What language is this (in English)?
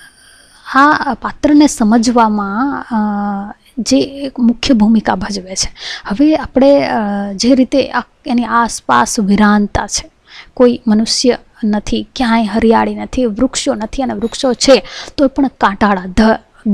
Gujarati